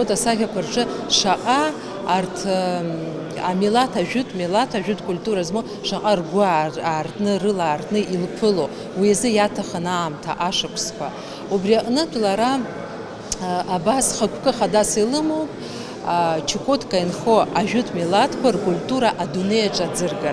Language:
Abkhazian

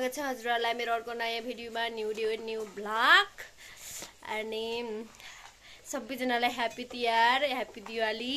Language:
Nepali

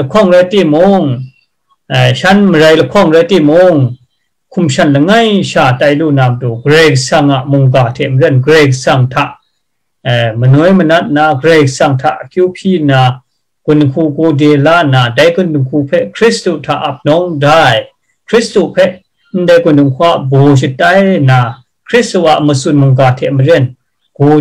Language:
Kachin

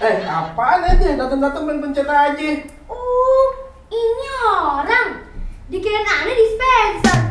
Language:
Betawi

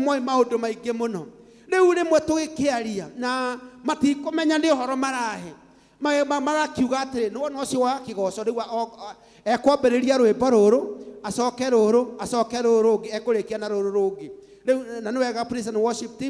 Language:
Kikuyu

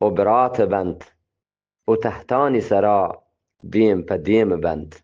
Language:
Eastern Balochi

